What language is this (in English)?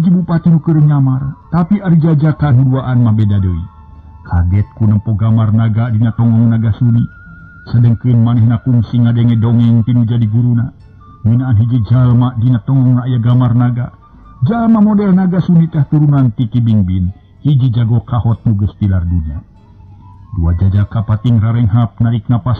Sundanese